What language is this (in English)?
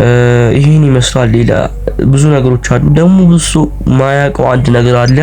Amharic